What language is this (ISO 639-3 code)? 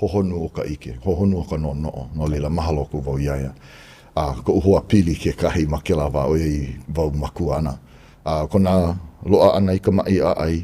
haw